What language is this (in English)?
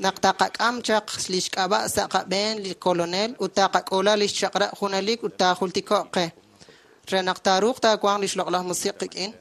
Kekchí